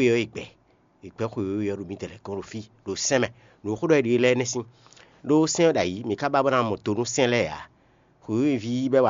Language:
Fon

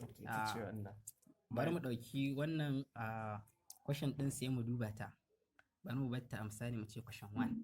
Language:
Hausa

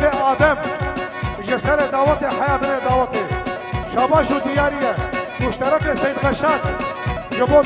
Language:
Kurdish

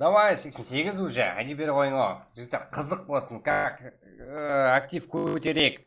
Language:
Kara-Kalpak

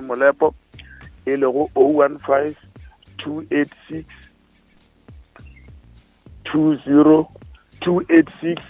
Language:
Northern Sotho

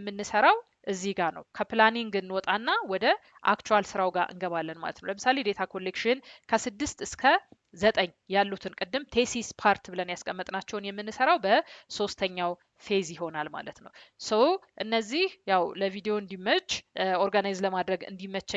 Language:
Amharic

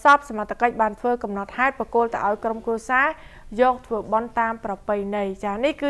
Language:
Khmer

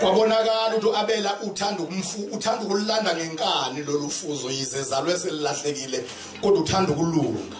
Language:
Zulu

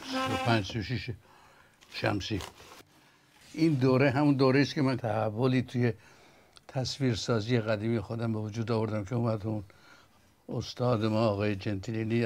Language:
Persian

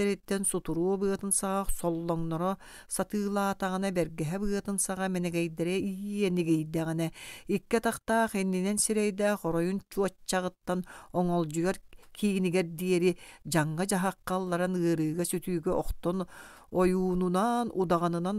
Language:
Yakut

